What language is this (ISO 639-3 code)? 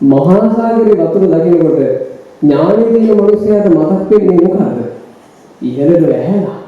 sin